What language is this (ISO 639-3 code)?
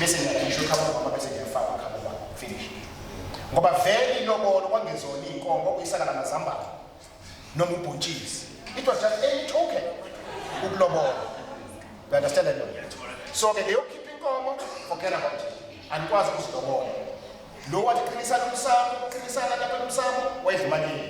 zul